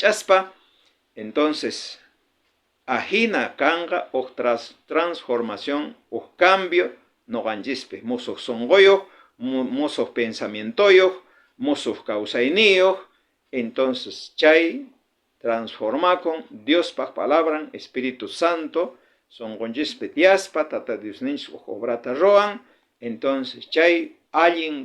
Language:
South Bolivian Quechua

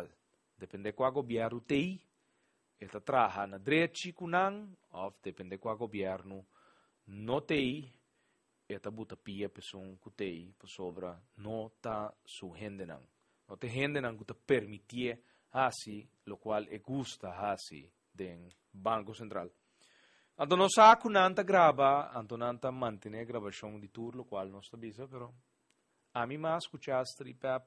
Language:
Papiamento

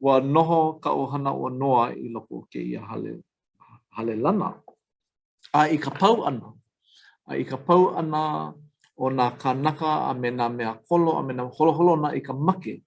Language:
Hawaiian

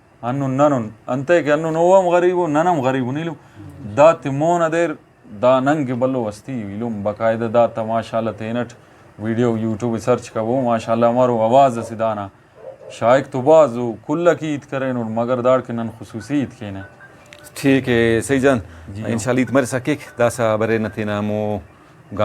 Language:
Brahui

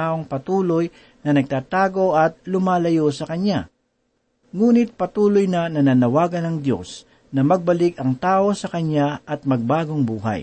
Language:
Filipino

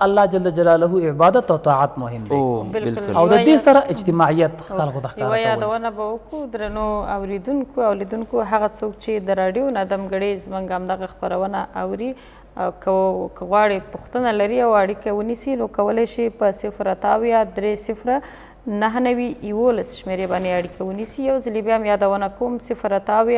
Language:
Pashto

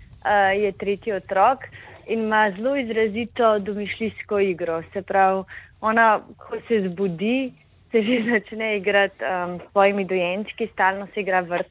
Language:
Slovenian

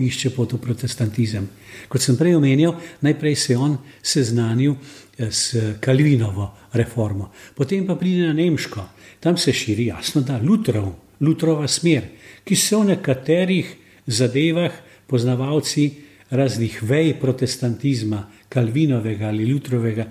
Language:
Slovenian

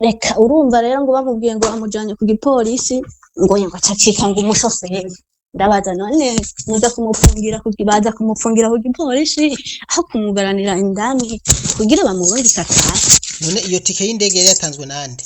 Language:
Rundi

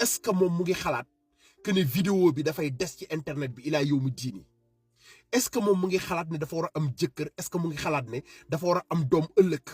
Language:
Wolof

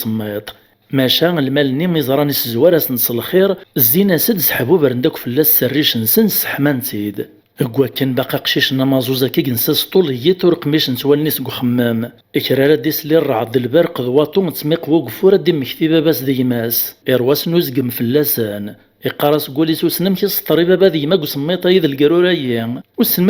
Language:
Kabyle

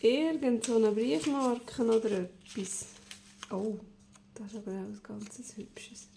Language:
Swiss German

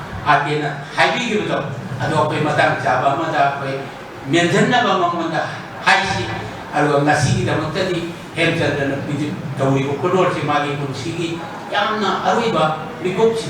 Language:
Manipuri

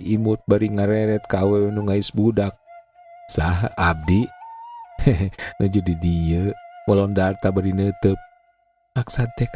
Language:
Sundanese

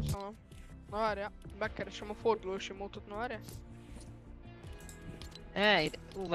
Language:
Hungarian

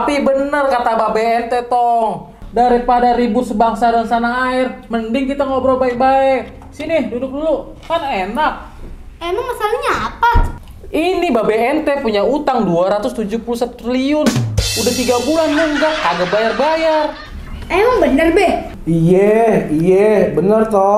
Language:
Betawi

